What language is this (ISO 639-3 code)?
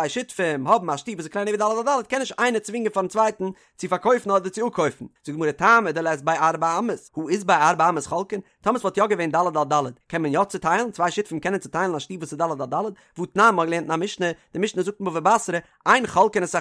yid